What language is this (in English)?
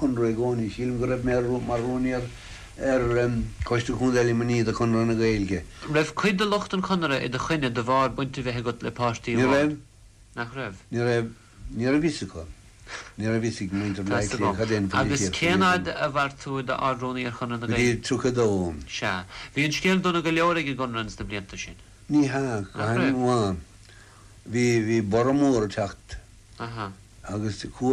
Irish